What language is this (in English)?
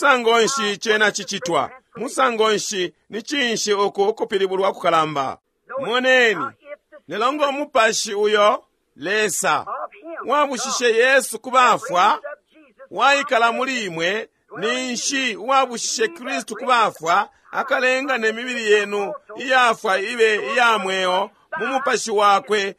Bemba